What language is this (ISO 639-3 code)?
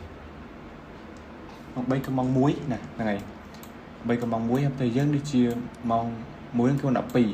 khm